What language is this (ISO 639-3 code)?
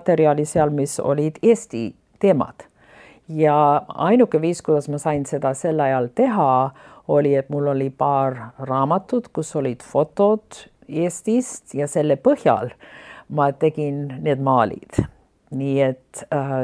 est